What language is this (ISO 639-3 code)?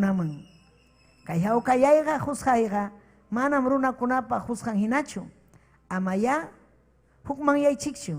quy